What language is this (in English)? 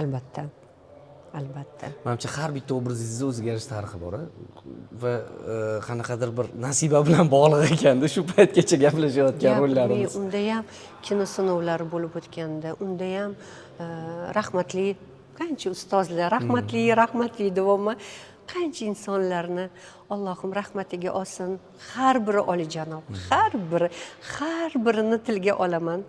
Uzbek